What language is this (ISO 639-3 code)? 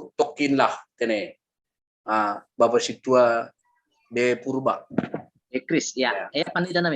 bts